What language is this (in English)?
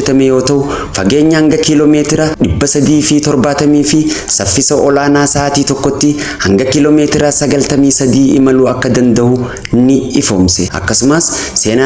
Oromo